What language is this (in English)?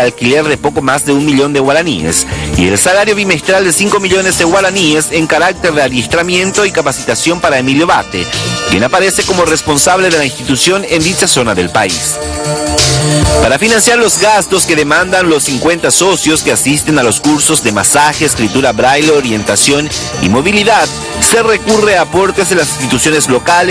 Spanish